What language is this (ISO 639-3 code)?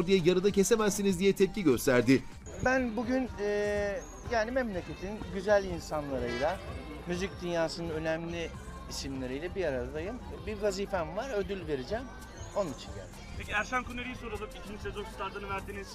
tur